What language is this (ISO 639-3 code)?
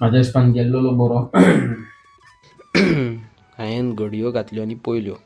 kok